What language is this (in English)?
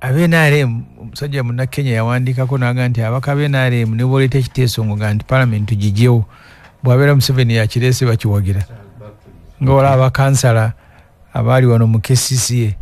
Ganda